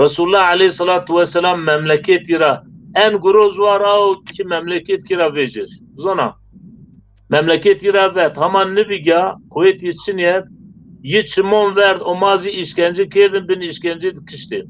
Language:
Zaza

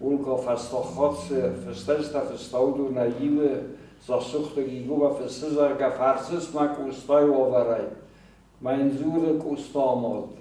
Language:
Ossetic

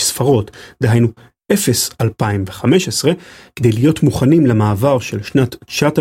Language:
Hebrew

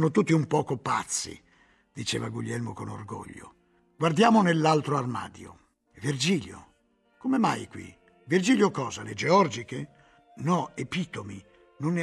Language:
Italian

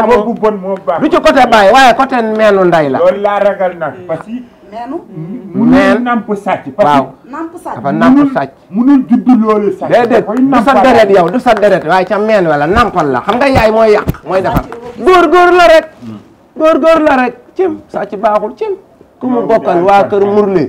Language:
Wolof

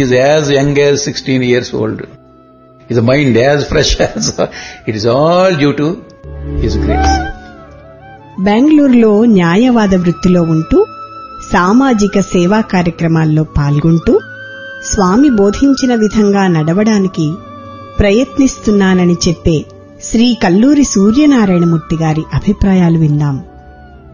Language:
Telugu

